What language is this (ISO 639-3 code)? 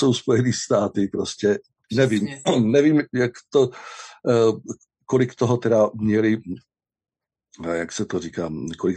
ces